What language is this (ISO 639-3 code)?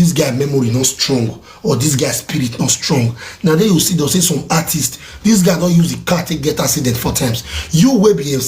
pcm